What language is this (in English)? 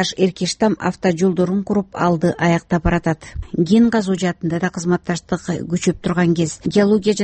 Kyrgyz